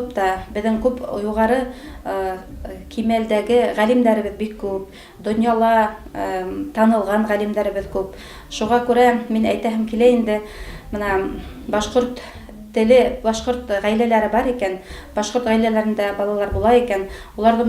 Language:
Bashkir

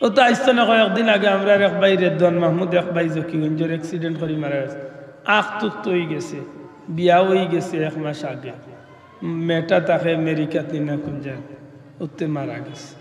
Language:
Sylheti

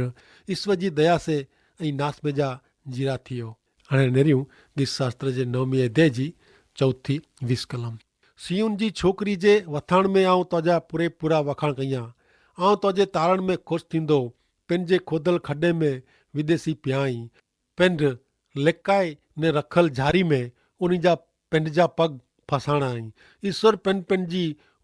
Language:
Kachhi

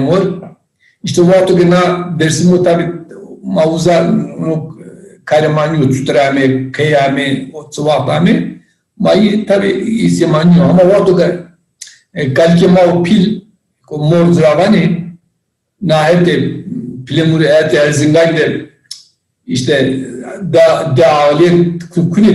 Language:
Zaza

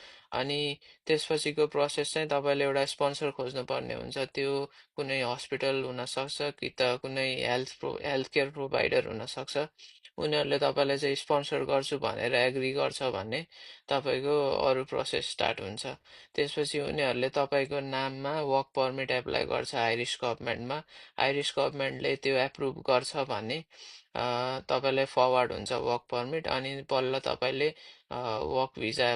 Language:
Nepali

